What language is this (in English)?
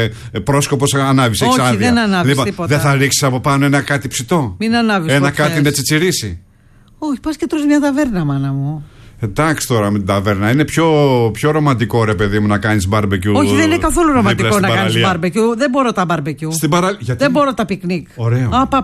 Greek